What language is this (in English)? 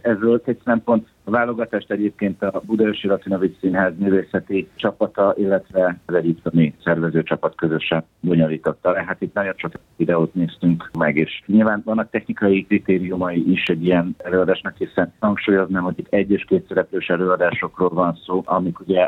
Hungarian